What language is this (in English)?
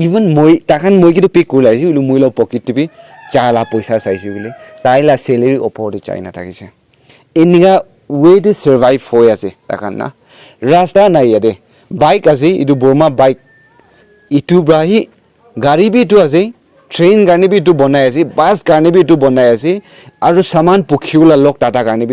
Naga Pidgin